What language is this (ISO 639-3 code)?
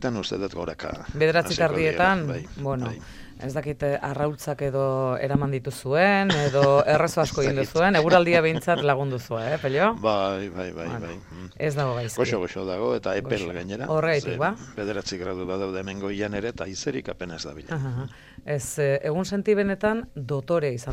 eus